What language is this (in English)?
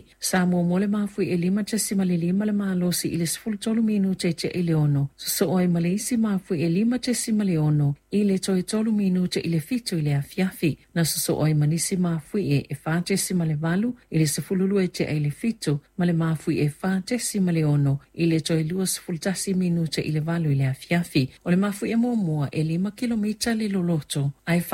Samoan